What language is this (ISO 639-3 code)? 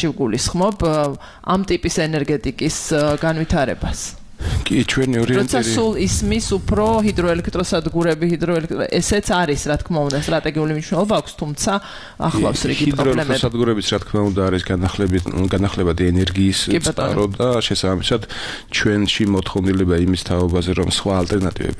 kat